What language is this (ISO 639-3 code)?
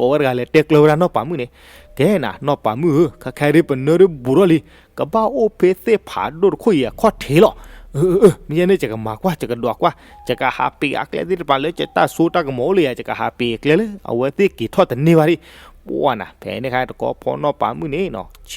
ksw